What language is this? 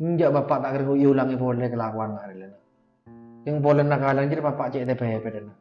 Madurese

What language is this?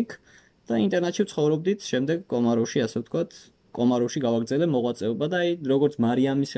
Georgian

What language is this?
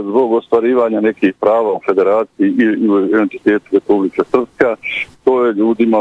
Bosnian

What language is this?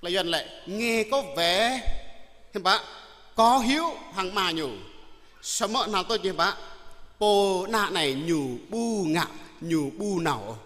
Jarai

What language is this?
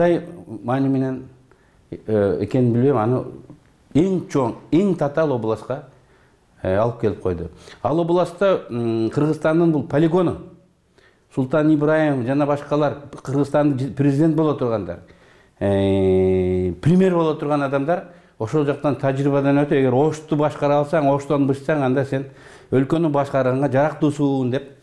Kyrgyz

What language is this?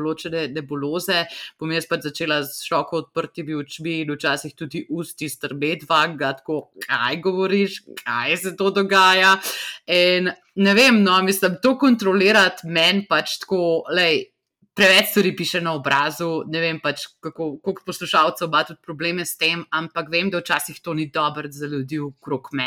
Slovenian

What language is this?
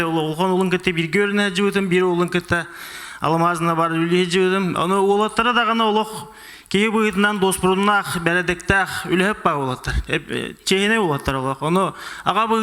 Yakut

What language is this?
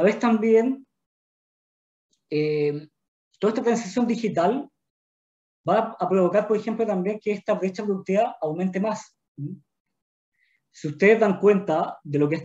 Spanish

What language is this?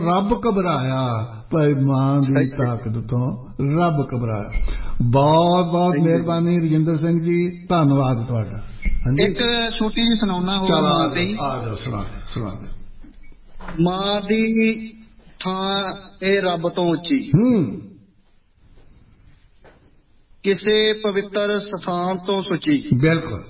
Punjabi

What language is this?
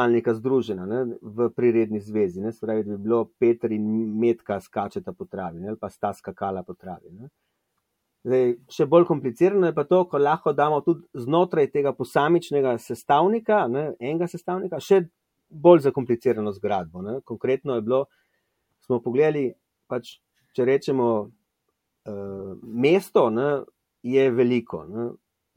Slovenian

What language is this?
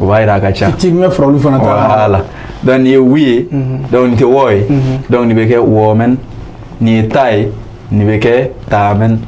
Bambara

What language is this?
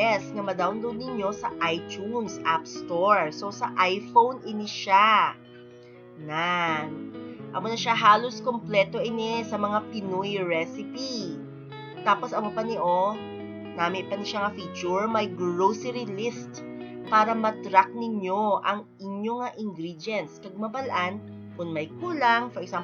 Hiligaynon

